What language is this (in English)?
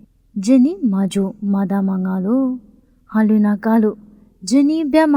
Lisu